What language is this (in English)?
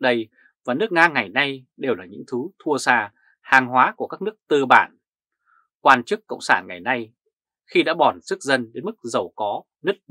Vietnamese